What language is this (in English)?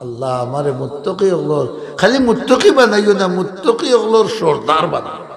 Sylheti